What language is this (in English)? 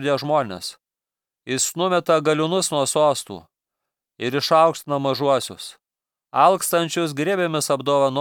Lithuanian